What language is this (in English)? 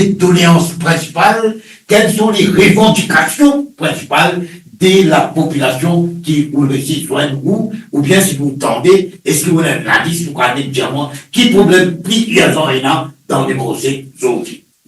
Morisyen